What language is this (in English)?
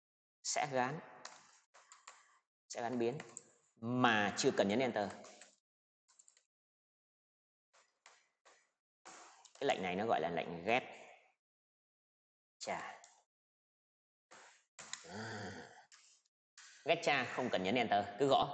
Vietnamese